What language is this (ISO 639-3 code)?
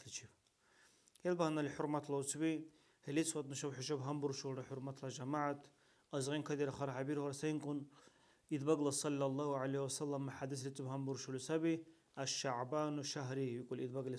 dar